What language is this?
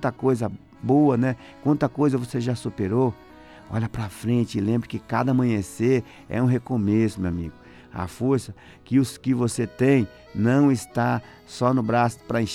Portuguese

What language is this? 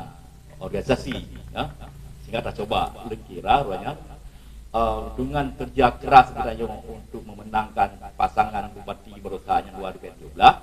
Achinese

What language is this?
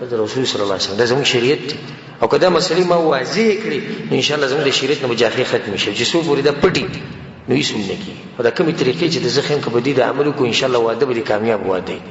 Pashto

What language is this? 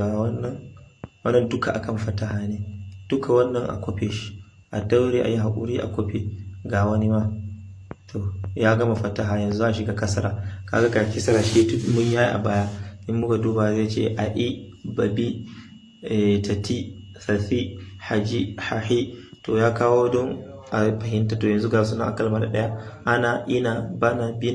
Hausa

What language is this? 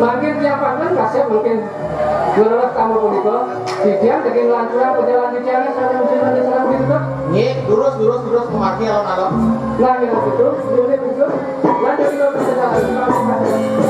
Balinese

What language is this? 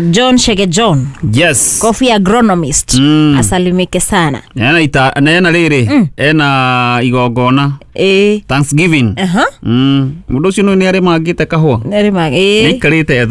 Kikuyu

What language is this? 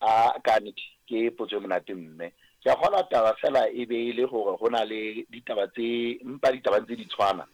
Southern Sotho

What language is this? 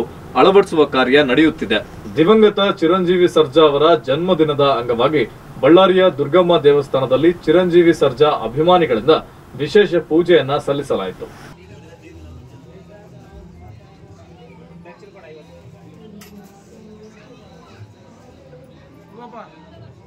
Kannada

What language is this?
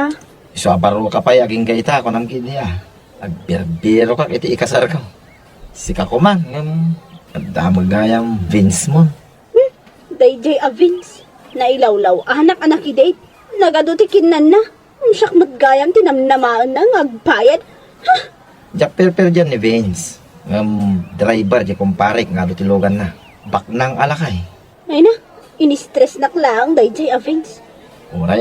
Iloko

